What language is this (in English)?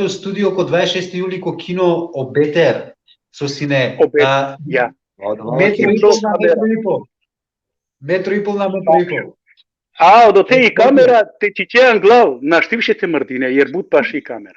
Balkan Romani